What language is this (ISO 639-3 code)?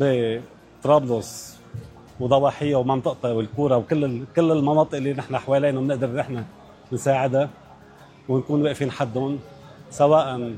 apc